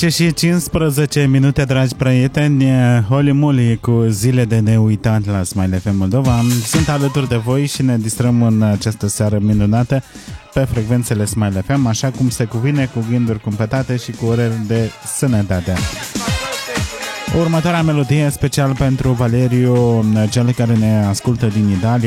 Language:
Romanian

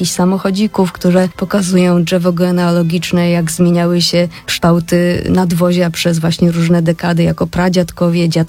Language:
Polish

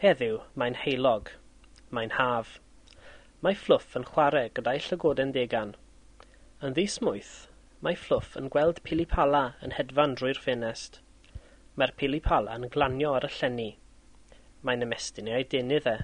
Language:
Welsh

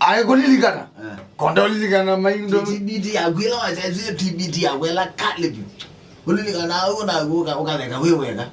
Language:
Kamba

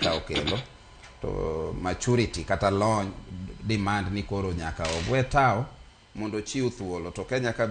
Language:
Luo (Kenya and Tanzania)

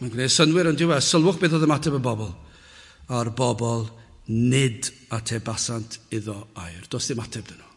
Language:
Welsh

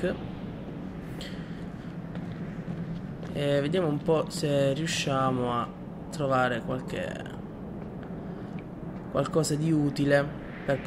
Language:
Italian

